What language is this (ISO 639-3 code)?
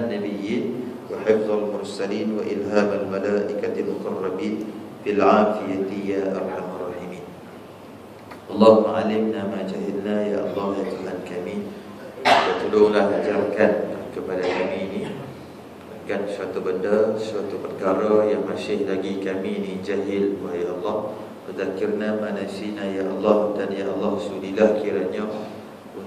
msa